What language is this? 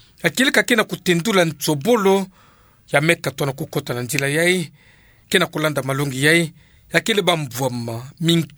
Kituba (Democratic Republic of Congo)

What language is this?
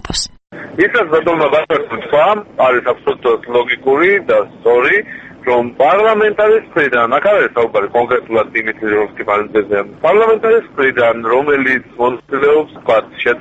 Georgian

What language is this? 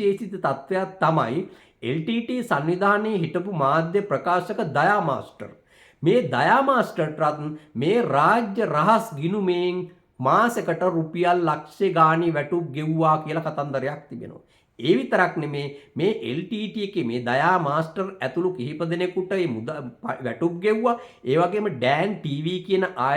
Sinhala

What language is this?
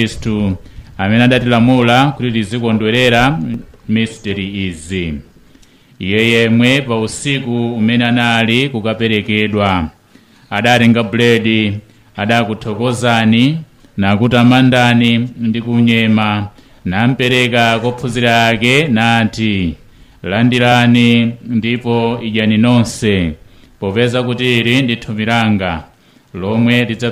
Nyanja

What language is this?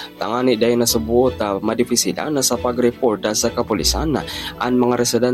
Bikol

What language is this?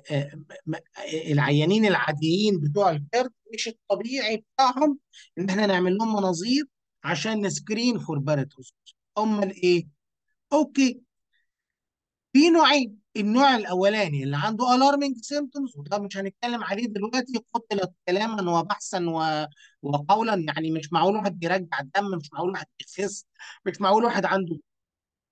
Egyptian Arabic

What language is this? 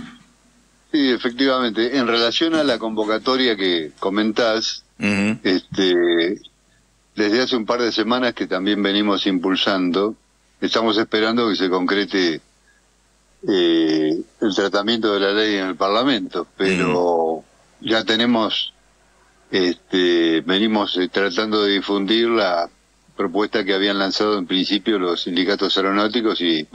Spanish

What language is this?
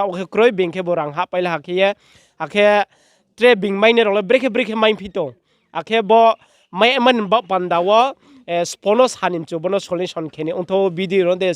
Riang (India)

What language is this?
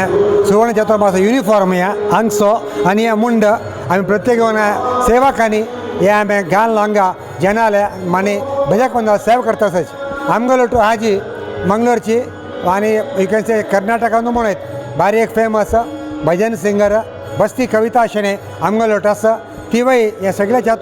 Konkani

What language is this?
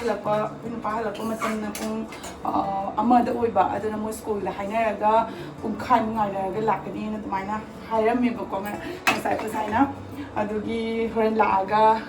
Manipuri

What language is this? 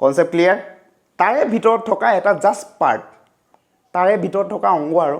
Assamese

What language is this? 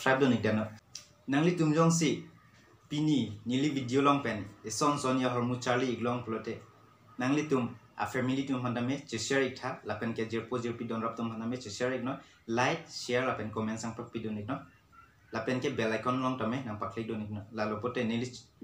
Karbi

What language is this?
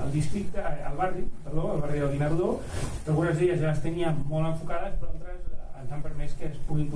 Catalan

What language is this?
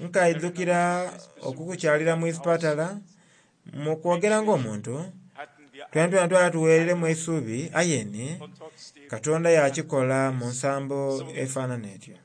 Soga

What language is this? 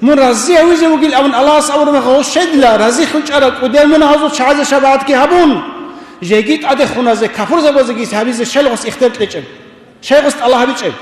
Avaric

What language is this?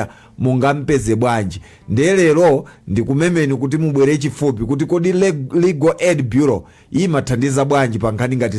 Nyanja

